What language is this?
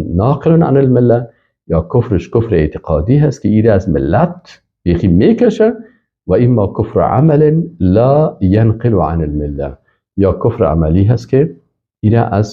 Persian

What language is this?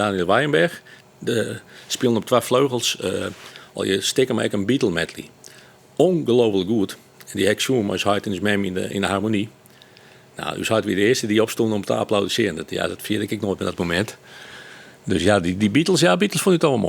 Western Frisian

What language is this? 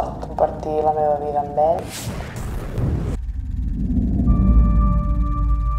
Catalan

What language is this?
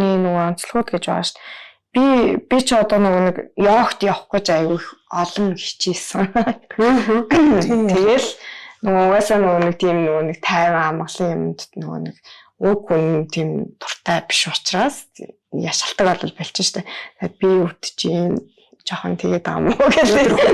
Mongolian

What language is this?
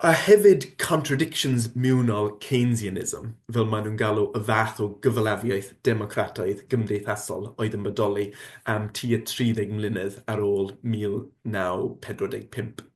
Welsh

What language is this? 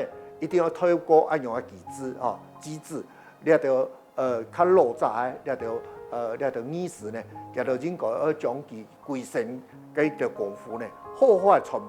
Hakka Chinese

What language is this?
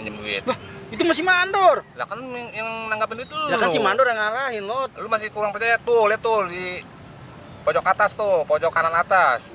Betawi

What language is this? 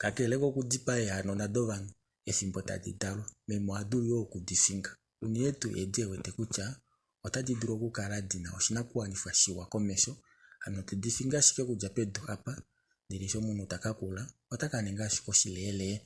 Kuanyama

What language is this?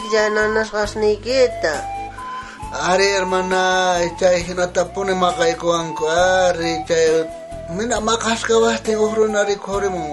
South Bolivian Quechua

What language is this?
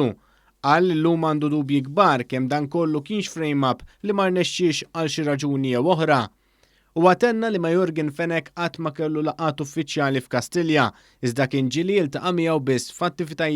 Maltese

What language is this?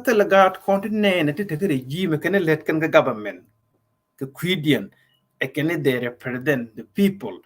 Nuer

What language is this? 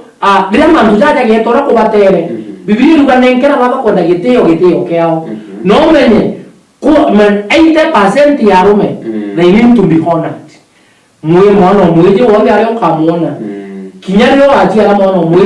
Meru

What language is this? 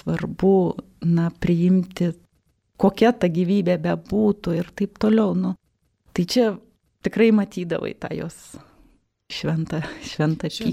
Lithuanian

